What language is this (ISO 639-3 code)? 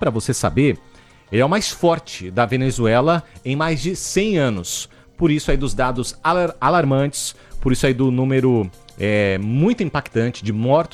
por